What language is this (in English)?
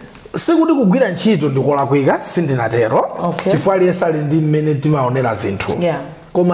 Nyanja